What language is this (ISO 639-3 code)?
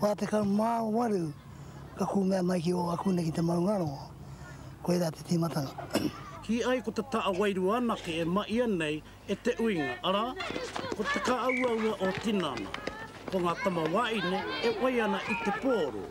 mri